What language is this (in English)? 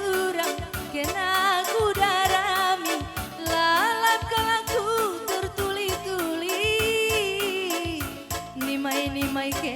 Batak Karo